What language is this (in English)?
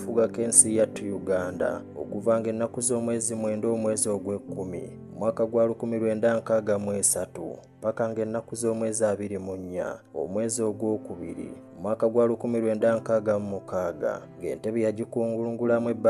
Ganda